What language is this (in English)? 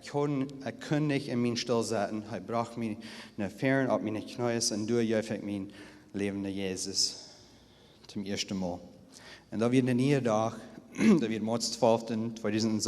Plautdietsch